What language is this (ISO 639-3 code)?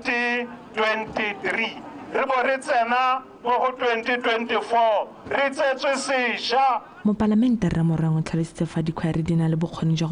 tsn